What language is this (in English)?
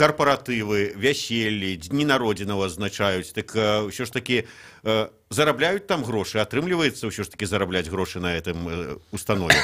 Belarusian